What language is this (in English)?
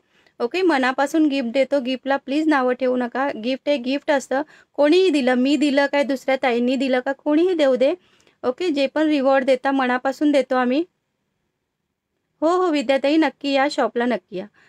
Marathi